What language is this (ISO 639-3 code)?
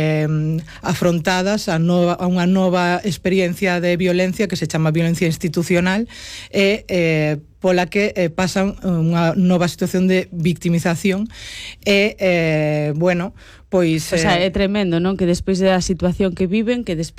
glg